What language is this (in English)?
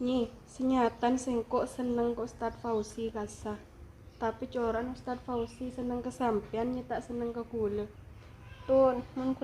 Madurese